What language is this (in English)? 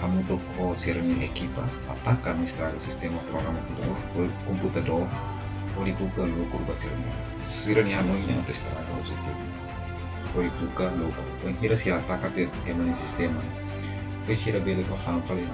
Tetum